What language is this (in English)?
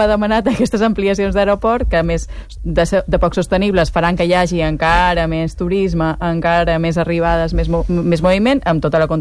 Catalan